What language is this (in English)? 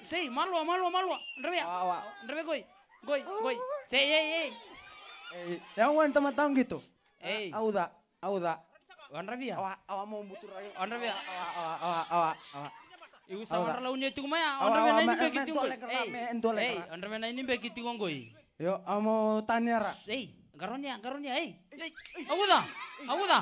Fijian